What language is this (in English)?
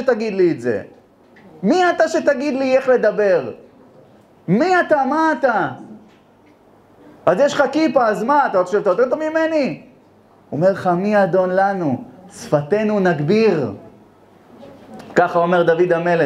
Hebrew